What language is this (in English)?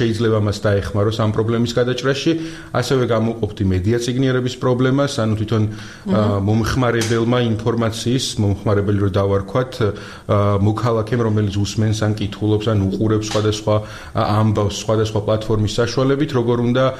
Georgian